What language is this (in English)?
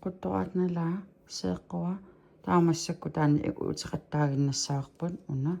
Kalaallisut